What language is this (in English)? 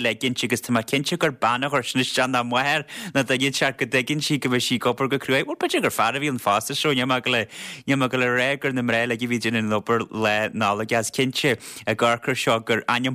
Irish